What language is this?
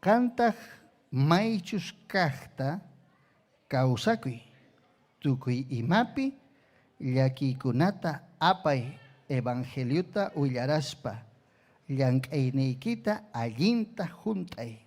Ayacucho Quechua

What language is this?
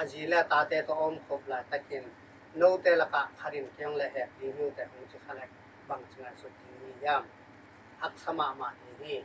Tedim Chin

